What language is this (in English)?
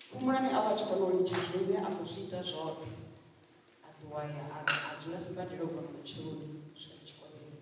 Venda